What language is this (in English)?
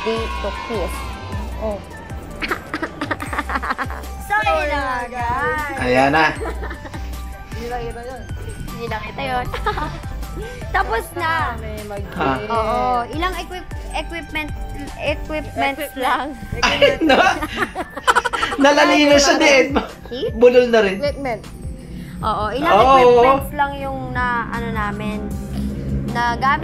Filipino